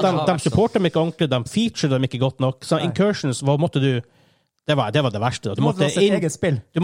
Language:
Norwegian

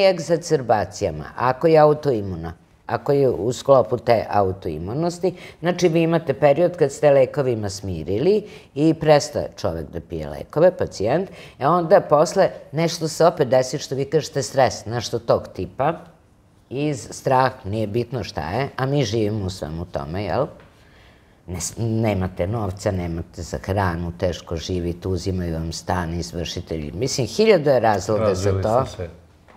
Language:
Serbian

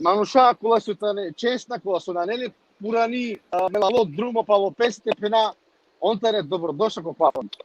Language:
Balkan Romani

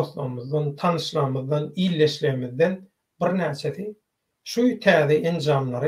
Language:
Turkmen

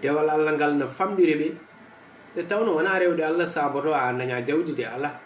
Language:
Fula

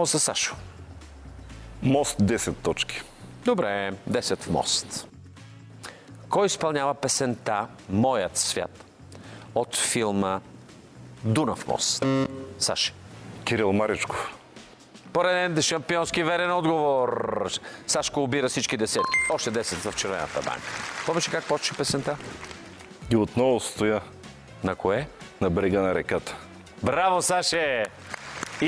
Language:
Bulgarian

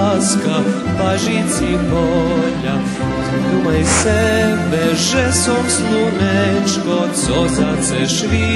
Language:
Rusyn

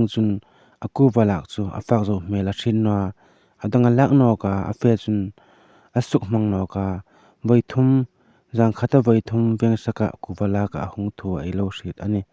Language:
Hmar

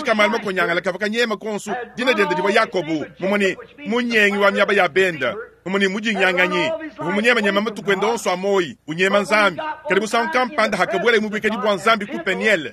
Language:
Luba-Lulua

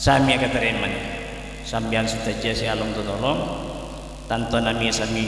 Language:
Madurese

